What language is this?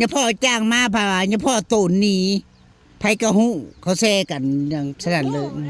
Northeastern Thai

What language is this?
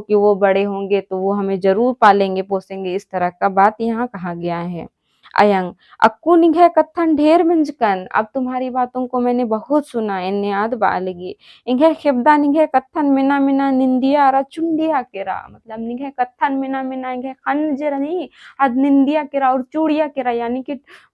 Kurukh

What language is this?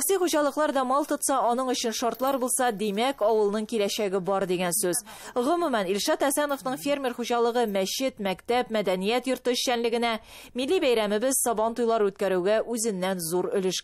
Tatar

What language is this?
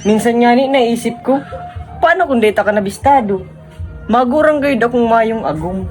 Bikol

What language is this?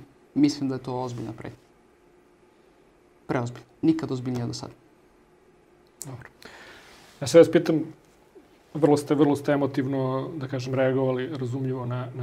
Serbian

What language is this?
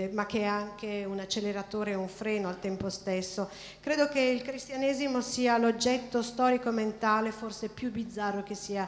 Italian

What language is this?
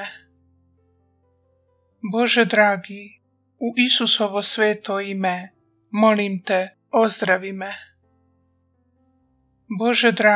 Croatian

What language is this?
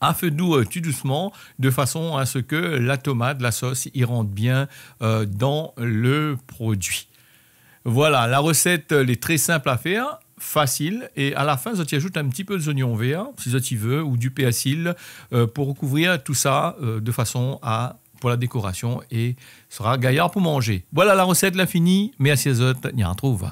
Réunion Creole French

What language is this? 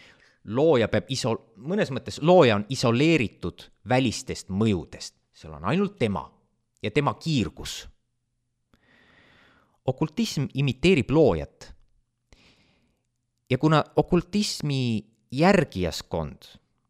Estonian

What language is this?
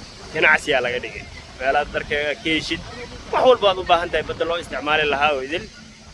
Somali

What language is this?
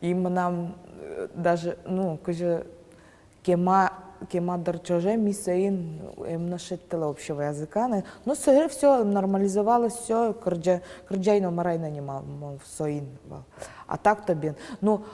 Udmurt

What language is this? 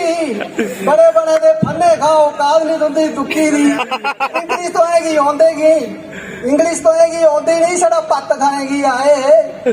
Dogri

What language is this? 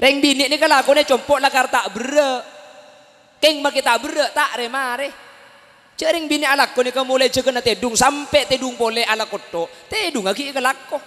Madurese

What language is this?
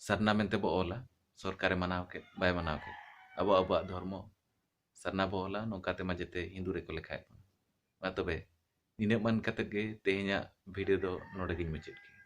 Santali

